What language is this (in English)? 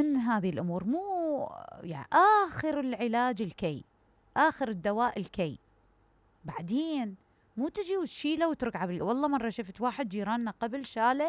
Mesopotamian Arabic